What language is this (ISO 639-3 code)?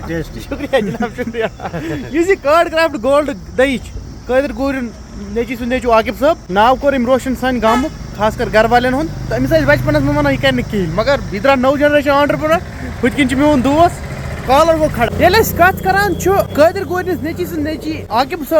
kas